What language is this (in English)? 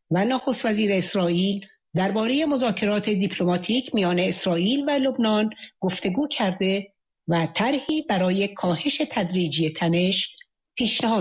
Persian